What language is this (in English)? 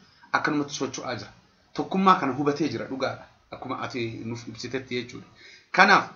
Oromo